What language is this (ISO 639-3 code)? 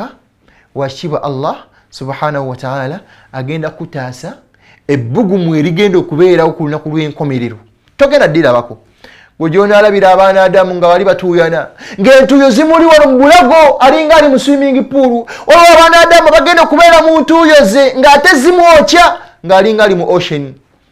lug